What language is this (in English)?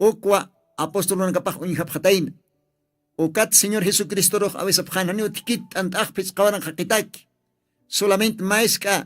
Aymara